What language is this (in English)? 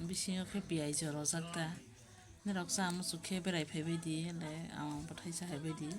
Kok Borok